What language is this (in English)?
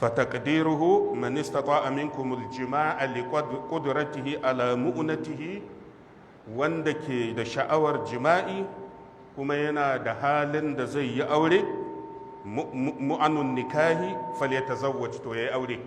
Hausa